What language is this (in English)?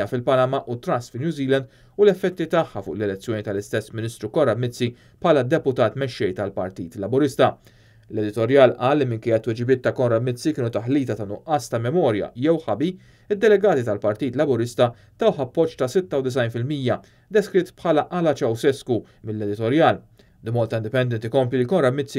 Maltese